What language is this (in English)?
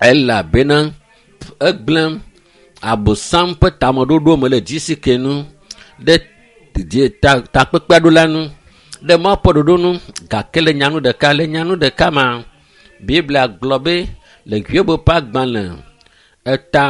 Ewe